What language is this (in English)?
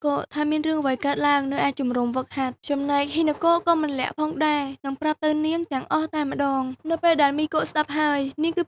Khmer